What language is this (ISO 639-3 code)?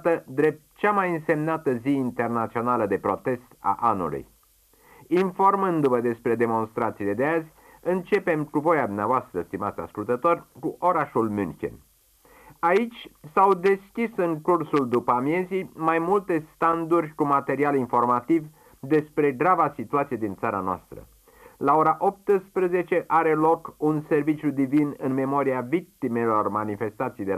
ron